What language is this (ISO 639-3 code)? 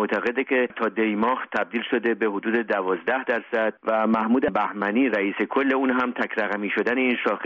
fas